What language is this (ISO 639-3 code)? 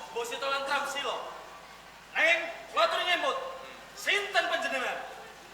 jav